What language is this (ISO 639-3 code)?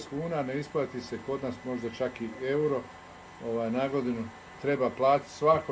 hrv